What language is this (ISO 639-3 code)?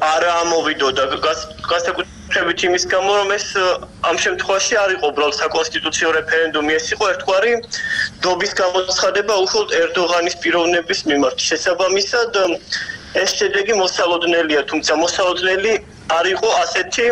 kat